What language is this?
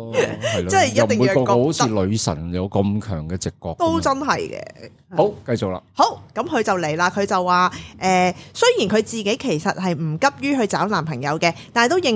Cantonese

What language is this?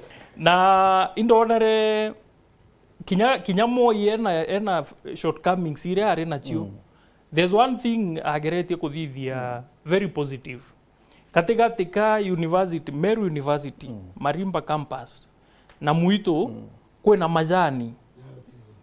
Meru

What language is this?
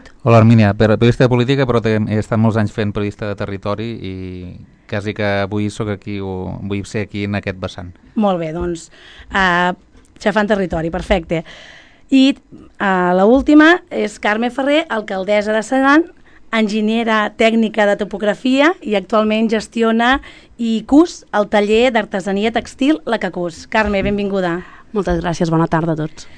Catalan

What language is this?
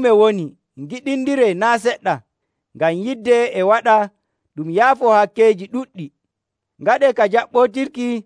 Nigerian Fulfulde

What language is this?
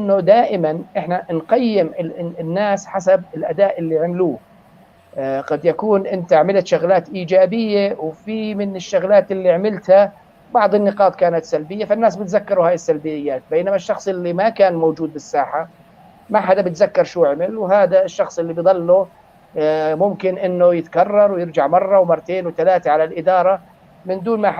North Levantine Arabic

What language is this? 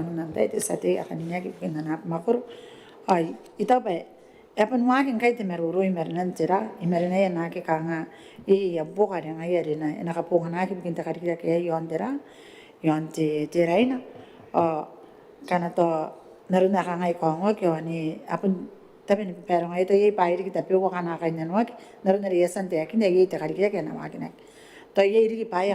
Gilbertese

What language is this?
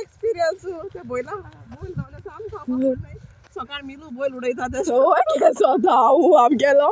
Konkani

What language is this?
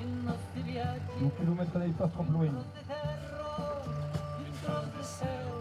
Occitan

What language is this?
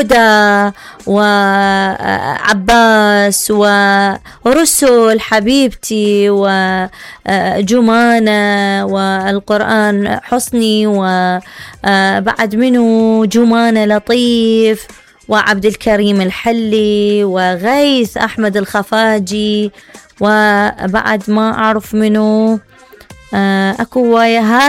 Mesopotamian Arabic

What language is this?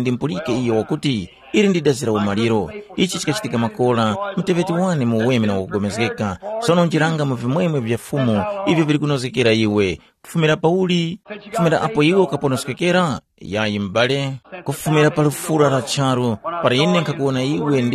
Tumbuka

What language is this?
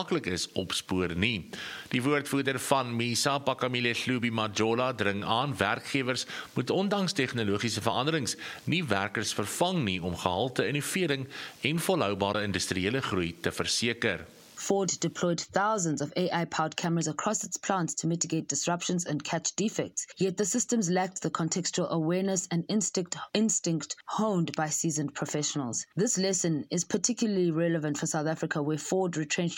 Afrikaans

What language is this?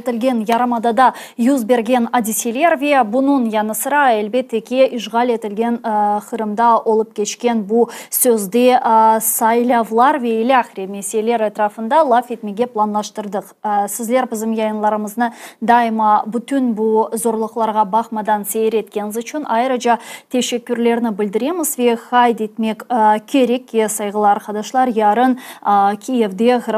Crimean Tatar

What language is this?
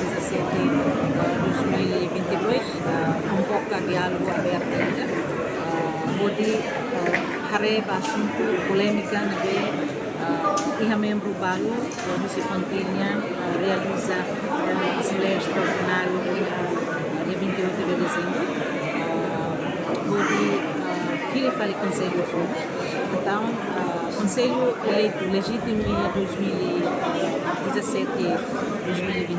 Tetum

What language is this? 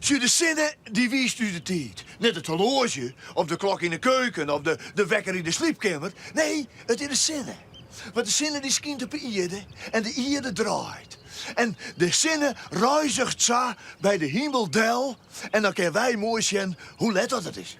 Western Frisian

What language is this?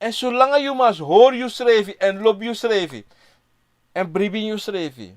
Sranan Tongo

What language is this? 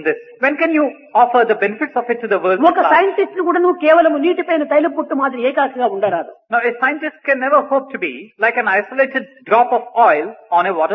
Telugu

